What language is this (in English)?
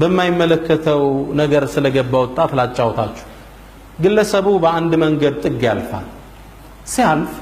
Amharic